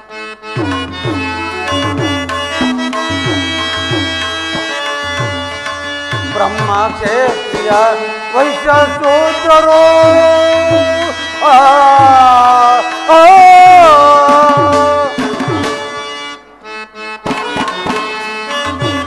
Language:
Kannada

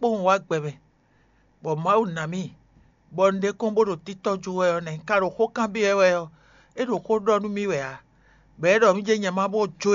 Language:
Fon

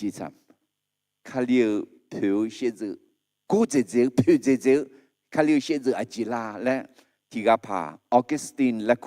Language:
Akha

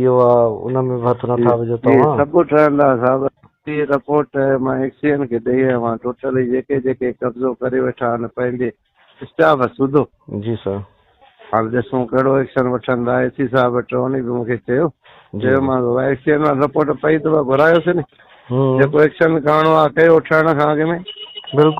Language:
Sindhi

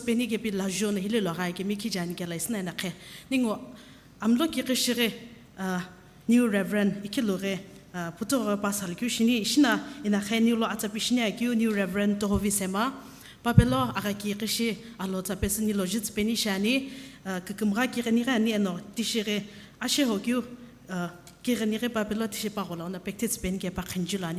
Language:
Sumi Naga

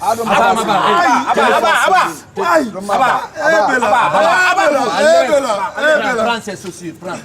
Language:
Pular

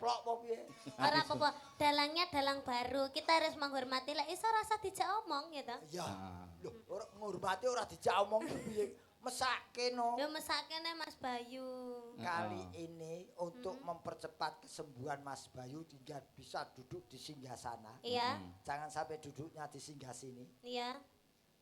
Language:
Javanese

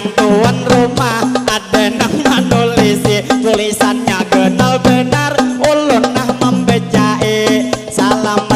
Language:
Banjar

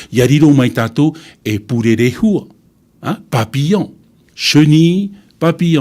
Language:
Tahitian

